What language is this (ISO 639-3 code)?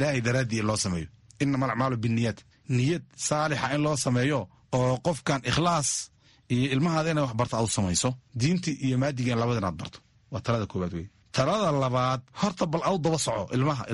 som